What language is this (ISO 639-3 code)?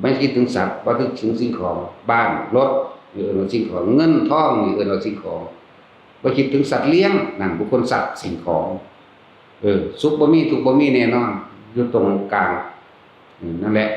tts